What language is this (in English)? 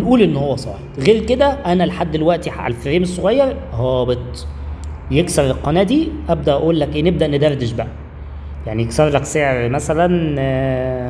Egyptian Arabic